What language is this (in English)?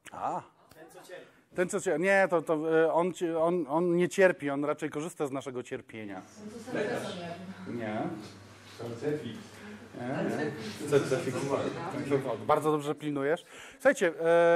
Polish